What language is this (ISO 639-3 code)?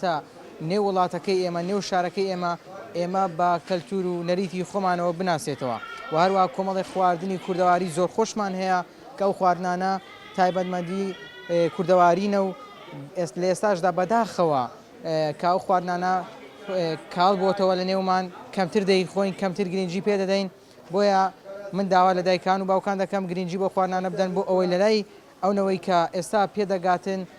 ckb